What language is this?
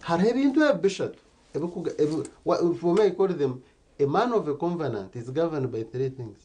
Nyankole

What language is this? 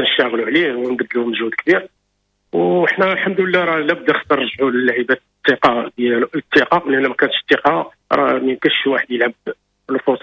Moroccan Arabic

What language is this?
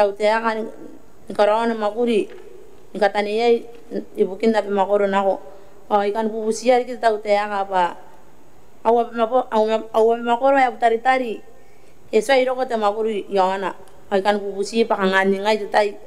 Gilbertese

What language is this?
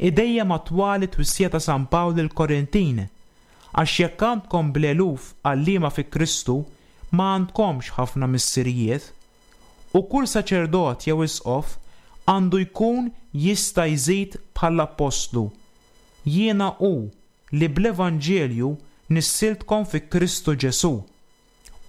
Maltese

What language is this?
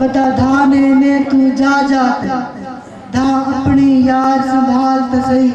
Saraiki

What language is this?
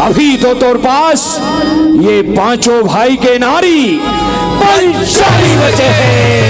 Chhattisgarhi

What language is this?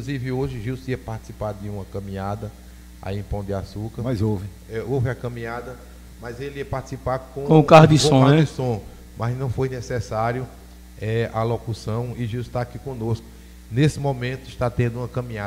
Portuguese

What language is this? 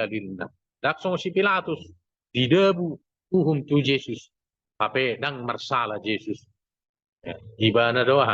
Batak Toba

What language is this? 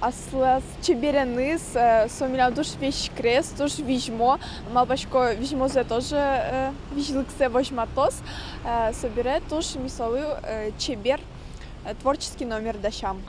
Udmurt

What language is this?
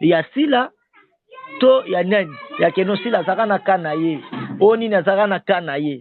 Lingala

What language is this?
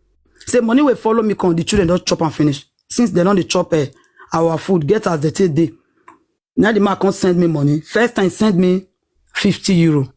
Nigerian Pidgin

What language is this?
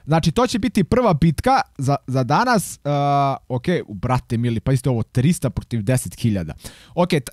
Croatian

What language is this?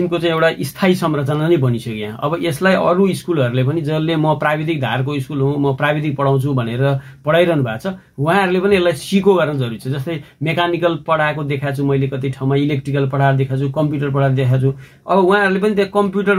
Nepali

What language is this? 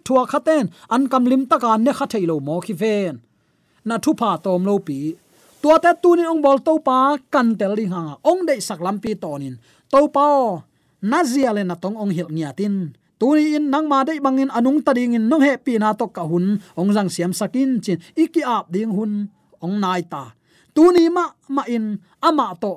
Tedim Chin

